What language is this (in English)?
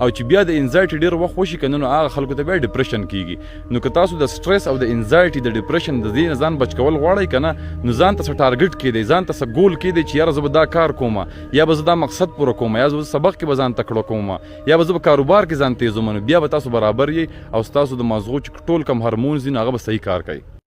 Pashto